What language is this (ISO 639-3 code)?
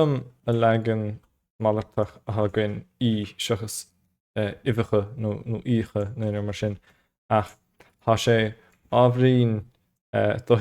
gle